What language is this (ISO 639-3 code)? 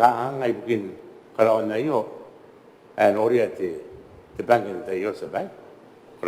gil